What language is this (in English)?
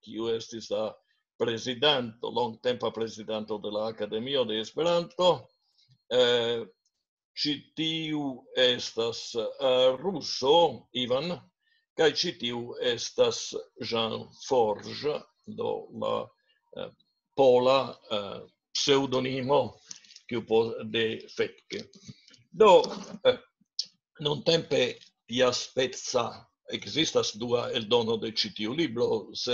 Esperanto